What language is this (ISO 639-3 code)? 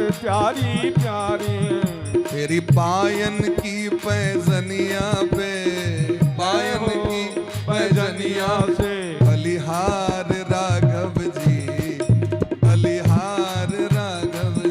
mai